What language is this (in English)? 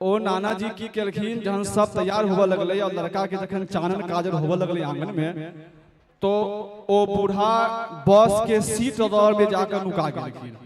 Maithili